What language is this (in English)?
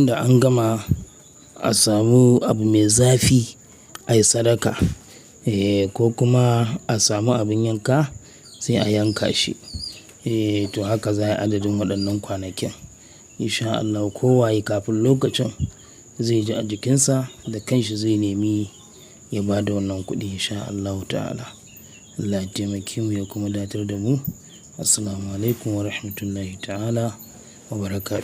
Hausa